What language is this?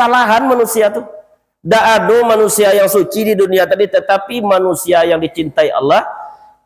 Minangkabau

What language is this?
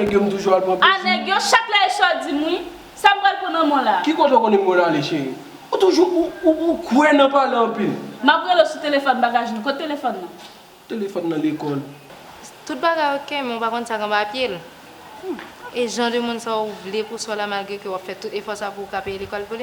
Haitian Creole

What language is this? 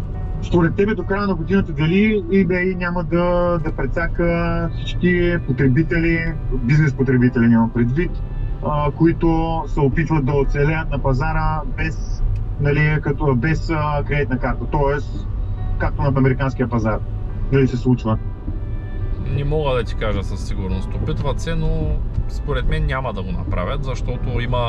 Bulgarian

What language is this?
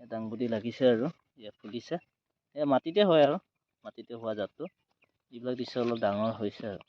Assamese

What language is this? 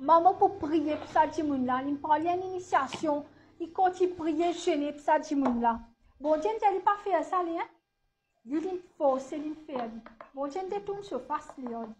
Morisyen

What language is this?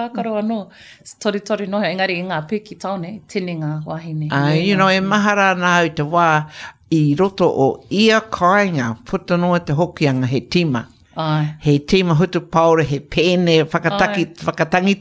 Māori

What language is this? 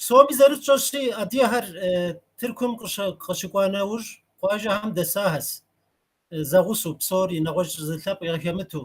Kabardian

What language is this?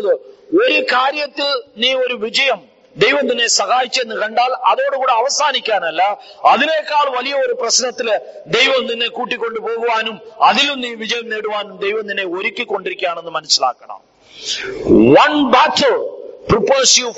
Malayalam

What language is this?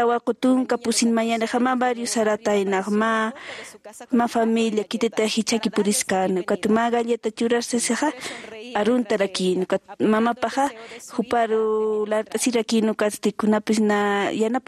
Aymara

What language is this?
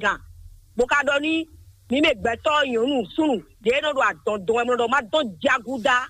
Fon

